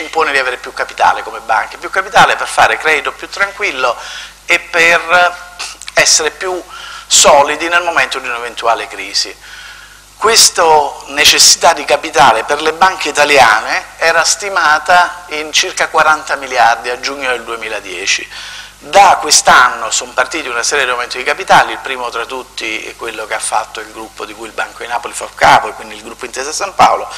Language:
Italian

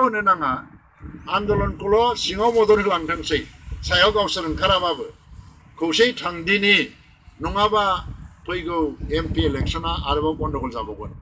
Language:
Bodo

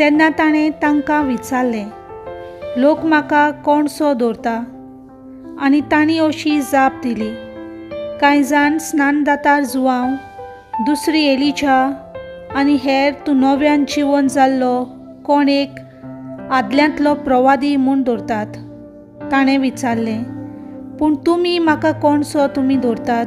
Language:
Konkani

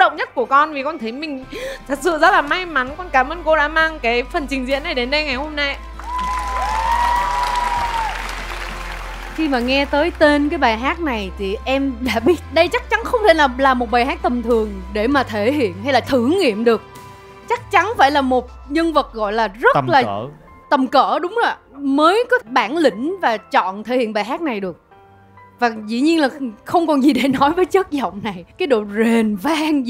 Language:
Vietnamese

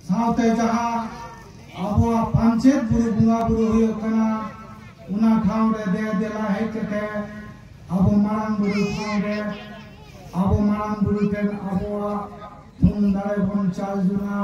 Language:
Santali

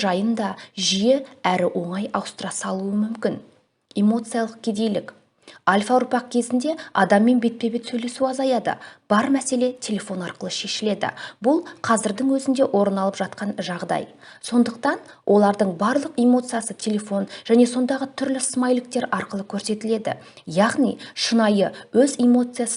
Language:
Kazakh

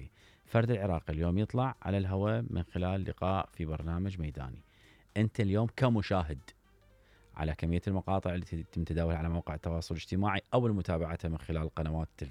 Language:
Mesopotamian Arabic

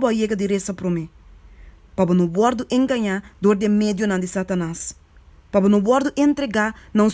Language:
Papiamento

